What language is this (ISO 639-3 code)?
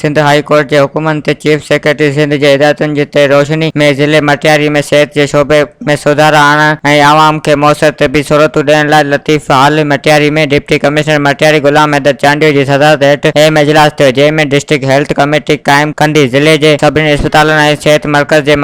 snd